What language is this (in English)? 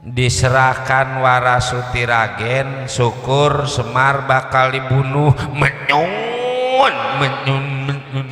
Betawi